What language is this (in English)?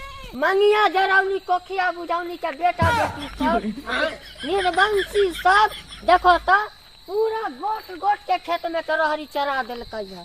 Maithili